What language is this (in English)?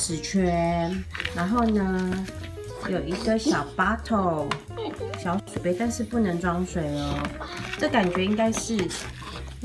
Chinese